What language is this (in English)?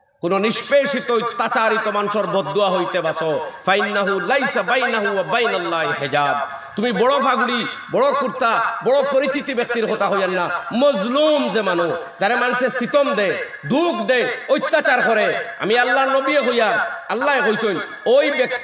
Sylheti